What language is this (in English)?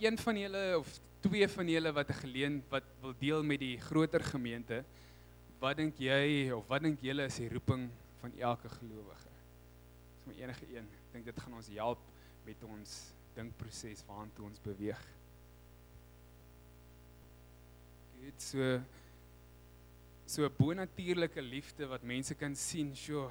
Afrikaans